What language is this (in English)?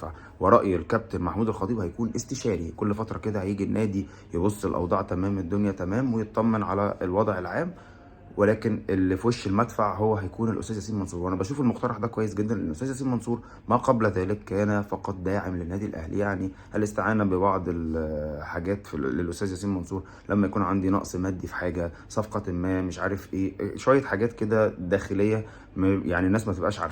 Egyptian Arabic